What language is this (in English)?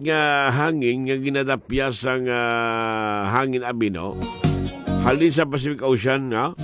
Hiligaynon